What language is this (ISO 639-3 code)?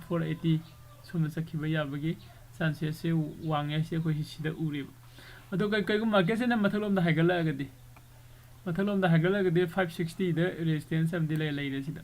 mni